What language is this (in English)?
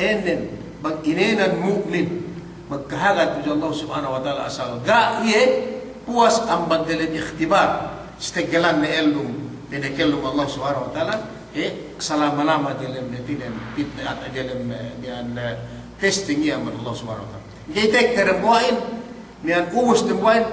Yakan